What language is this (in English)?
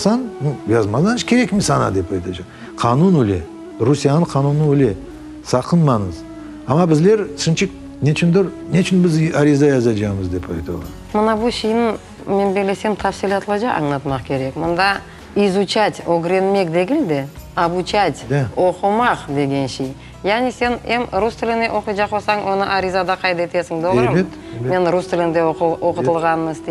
Crimean Tatar